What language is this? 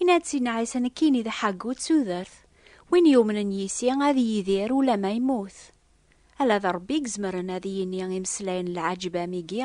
Kabyle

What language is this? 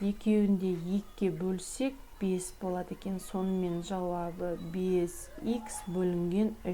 Kazakh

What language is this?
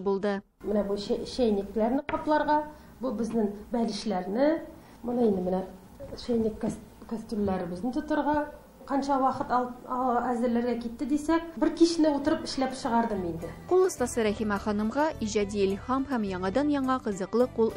Tatar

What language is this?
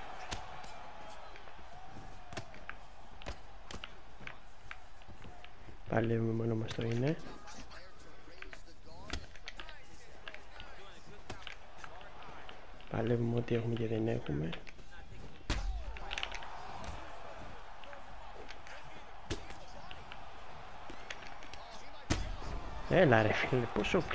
Greek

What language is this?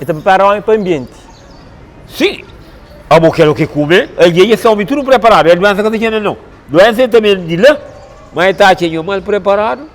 Kabuverdianu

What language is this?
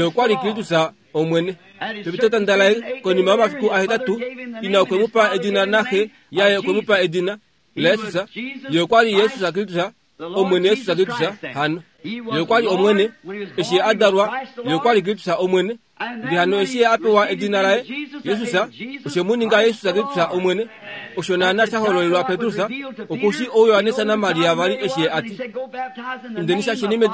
Kuanyama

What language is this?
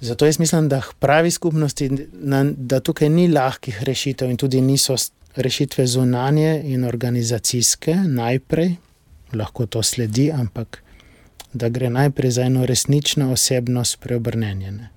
Slovenian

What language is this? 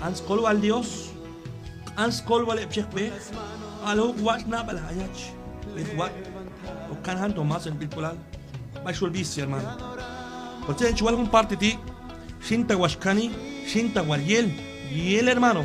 Q'anjob'al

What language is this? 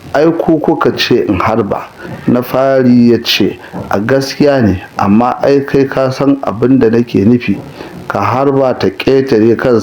Hausa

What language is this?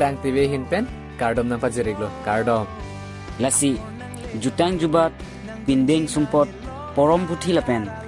Karbi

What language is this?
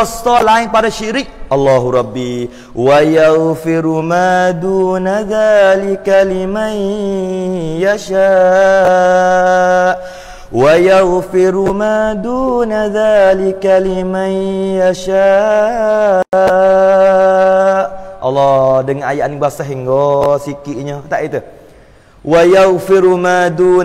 Malay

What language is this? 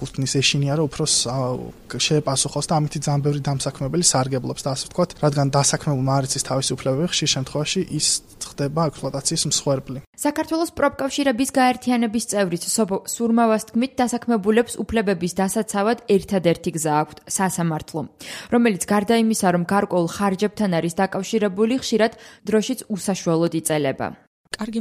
Georgian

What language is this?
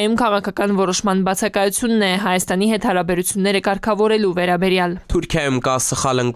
Armenian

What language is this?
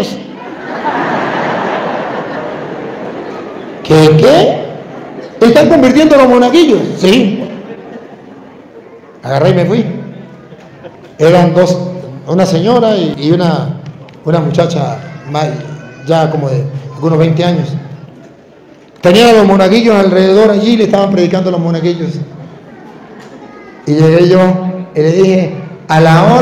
Spanish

